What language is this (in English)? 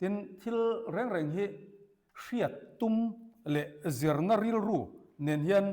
Mizo